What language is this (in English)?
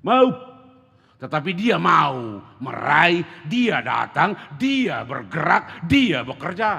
Batak Toba